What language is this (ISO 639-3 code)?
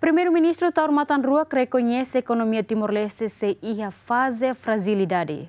tet